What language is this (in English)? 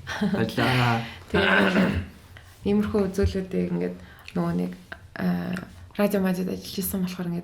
Mongolian